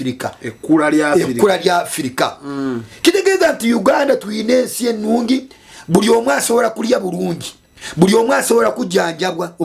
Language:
Ganda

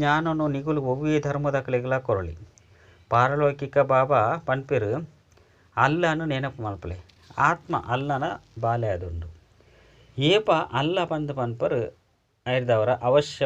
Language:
Tulu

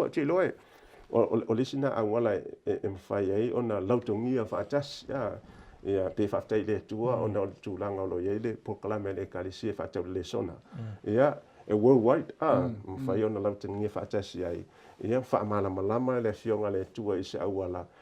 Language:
Samoan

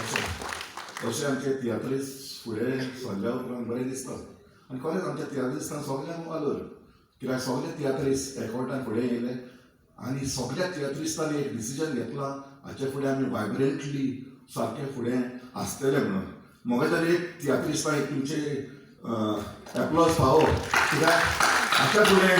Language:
Konkani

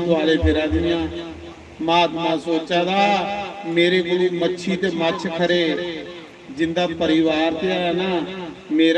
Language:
Dogri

